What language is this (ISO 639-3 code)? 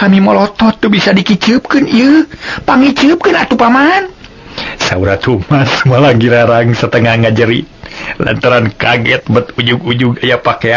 sun